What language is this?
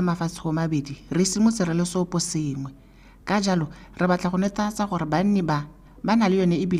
Tswana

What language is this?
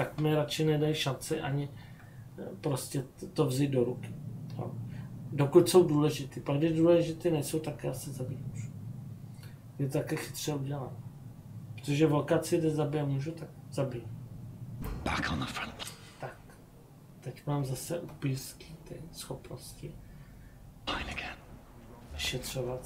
Czech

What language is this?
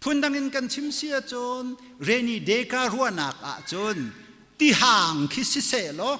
Hakha Chin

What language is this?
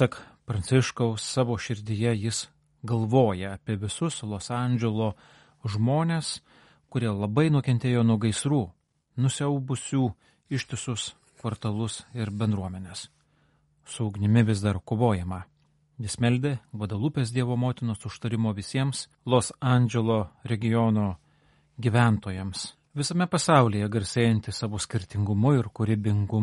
Lithuanian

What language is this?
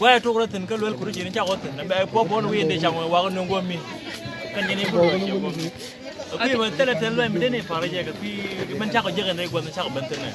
Nuer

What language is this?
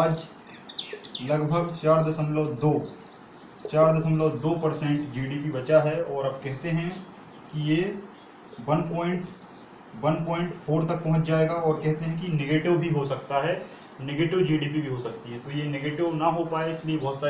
Hindi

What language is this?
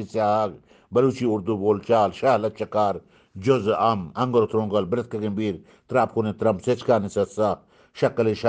Eastern Balochi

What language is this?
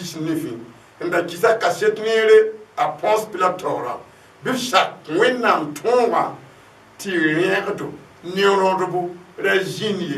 Mossi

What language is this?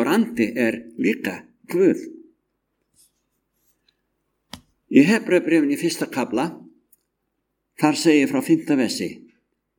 Icelandic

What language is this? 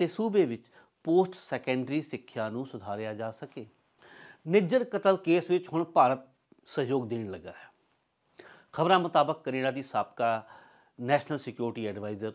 Punjabi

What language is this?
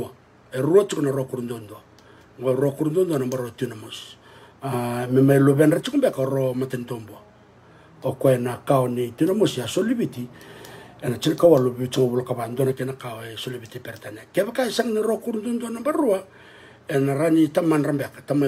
Fijian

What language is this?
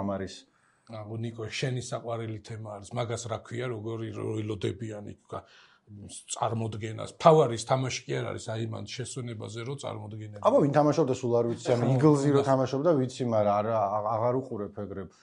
Georgian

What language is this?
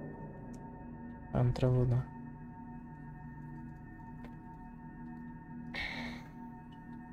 Portuguese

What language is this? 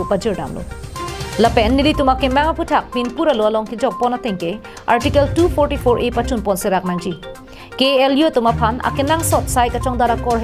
Karbi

